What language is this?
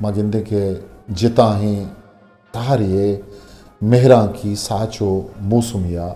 Eastern Balochi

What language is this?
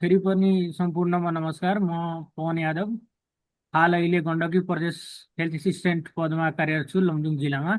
Nepali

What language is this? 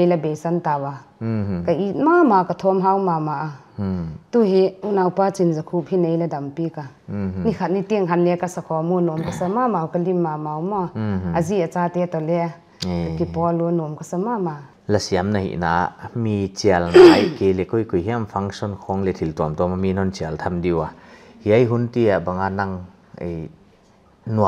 Paite Chin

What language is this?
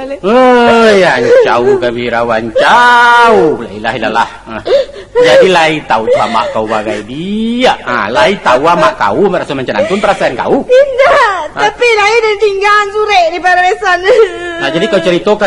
Minangkabau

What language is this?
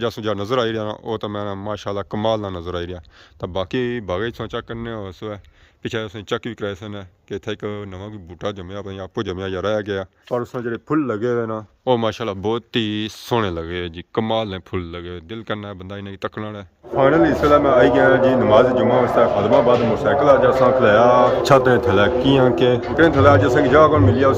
Pahari-Potwari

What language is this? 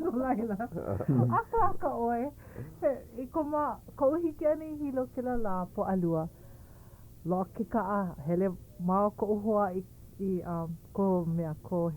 Hawaiian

